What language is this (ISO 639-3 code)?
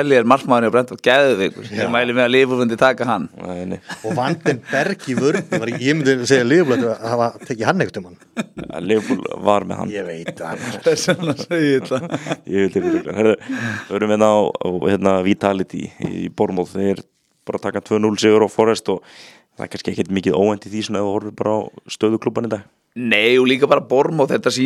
isl